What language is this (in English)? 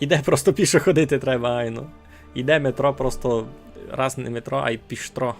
Rusyn